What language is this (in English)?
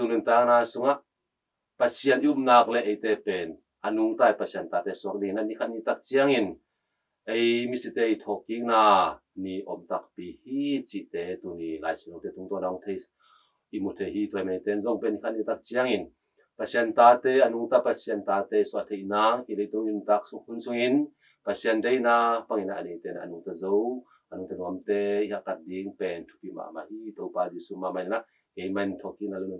Tedim Chin